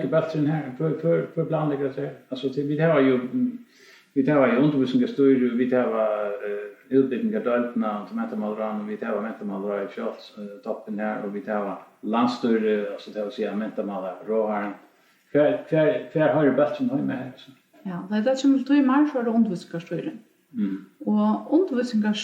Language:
Faroese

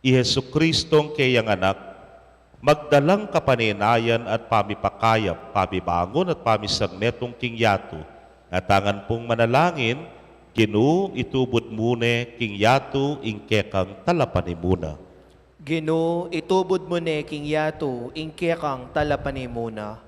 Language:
Pampanga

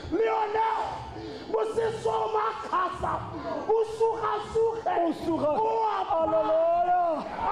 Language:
Tswana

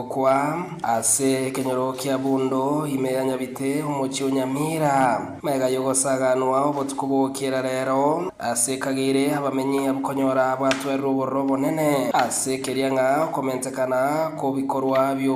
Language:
Gusii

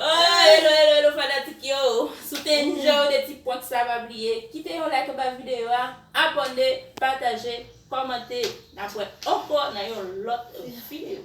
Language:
Haitian Creole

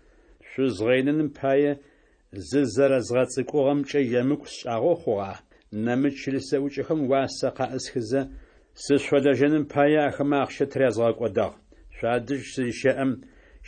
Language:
Adyghe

